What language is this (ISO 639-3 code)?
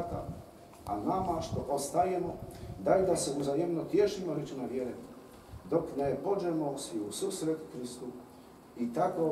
hrv